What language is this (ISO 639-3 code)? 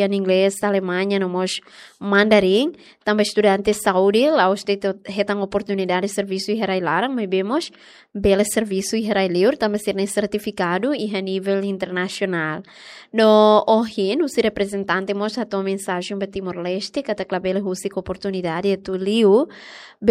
tet